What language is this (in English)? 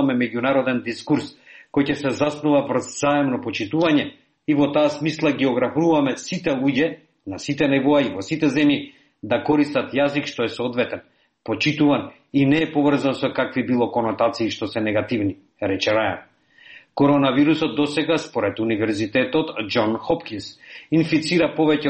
Macedonian